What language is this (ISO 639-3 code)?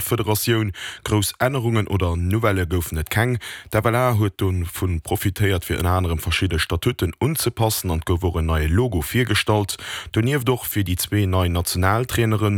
ltz